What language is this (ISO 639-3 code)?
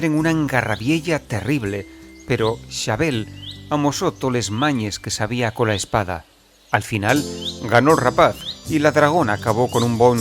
ast